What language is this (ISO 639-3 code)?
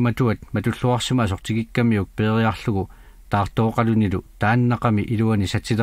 kal